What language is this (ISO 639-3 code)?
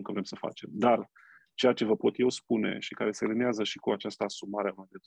ron